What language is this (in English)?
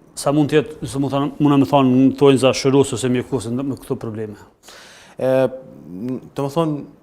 Albanian